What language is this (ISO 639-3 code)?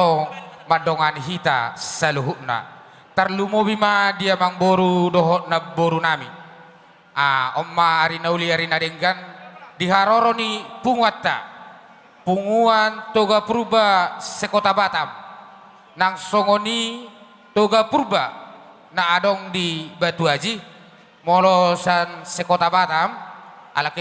bbc